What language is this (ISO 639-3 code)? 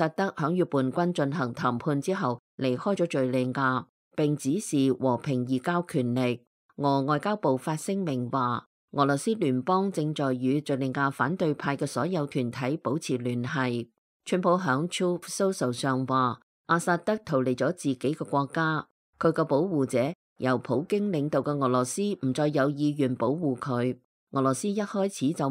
yue